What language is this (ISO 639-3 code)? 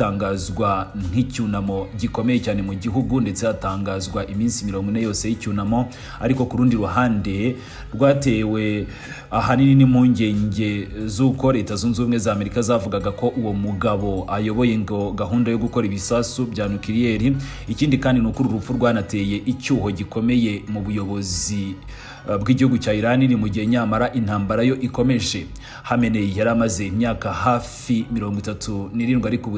kin